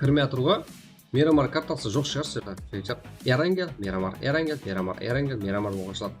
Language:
Kara-Kalpak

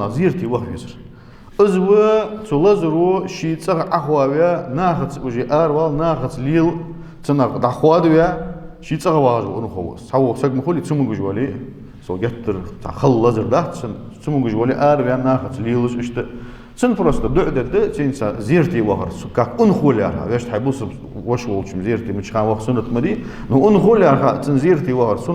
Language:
Ingush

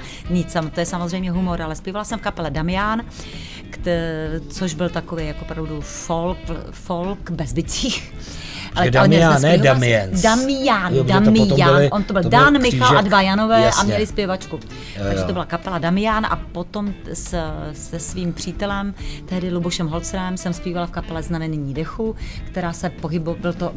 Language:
Czech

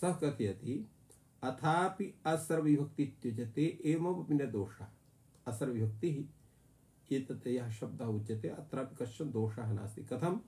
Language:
Sanskrit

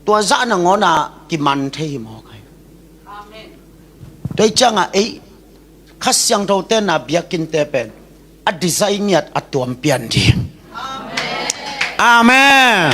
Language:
Tedim Chin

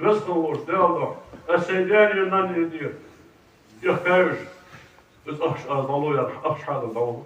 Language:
Ingush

